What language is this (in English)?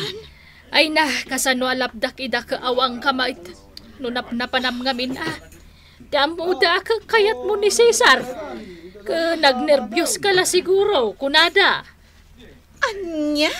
Iloko